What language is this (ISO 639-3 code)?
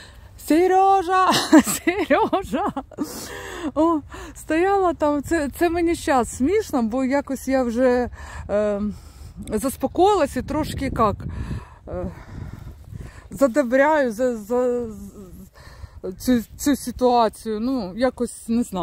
ukr